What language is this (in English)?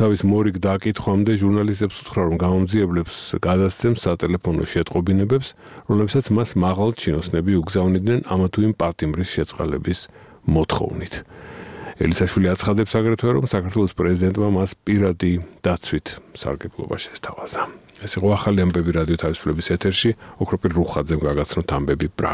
Georgian